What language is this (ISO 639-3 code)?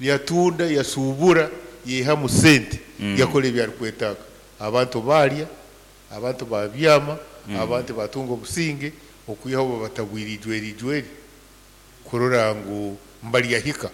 nyn